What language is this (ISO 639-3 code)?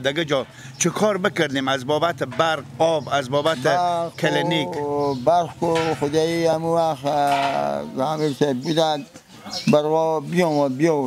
fas